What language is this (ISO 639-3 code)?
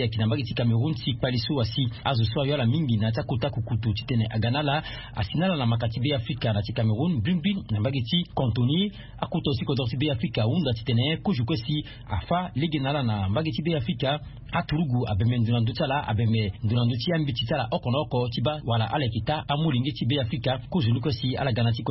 sag